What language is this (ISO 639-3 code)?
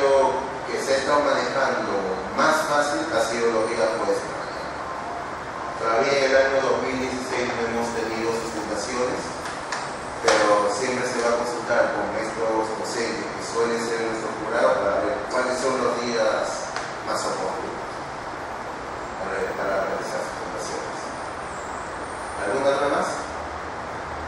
spa